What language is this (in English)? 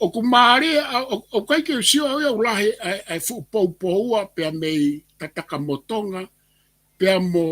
Tongan